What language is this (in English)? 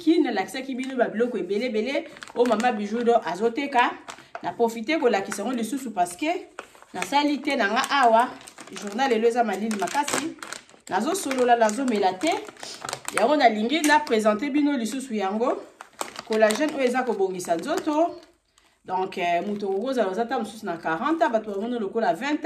Lingala